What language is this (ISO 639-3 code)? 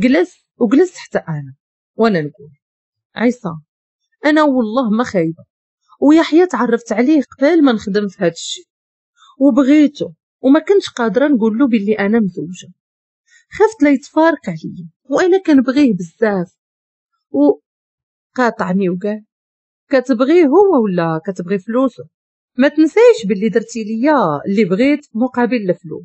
ary